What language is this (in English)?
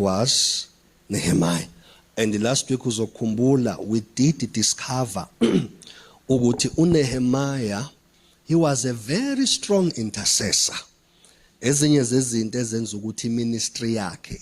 Zulu